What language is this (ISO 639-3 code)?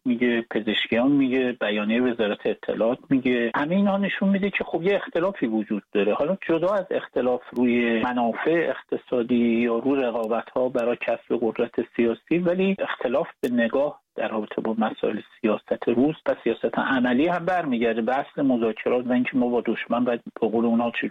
fas